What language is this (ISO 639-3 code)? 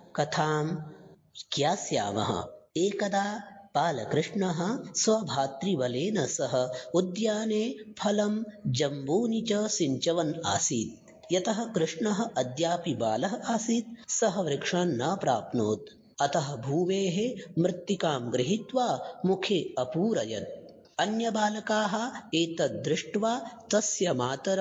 san